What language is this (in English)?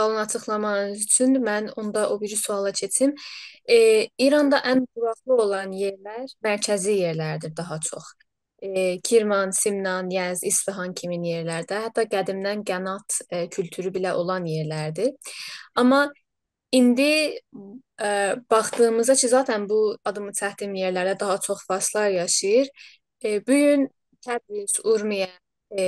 South Azerbaijani